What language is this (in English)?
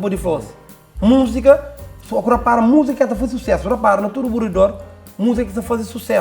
Kabuverdianu